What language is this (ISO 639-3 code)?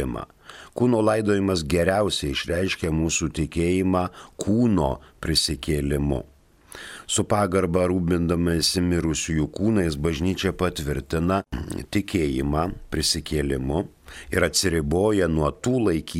lit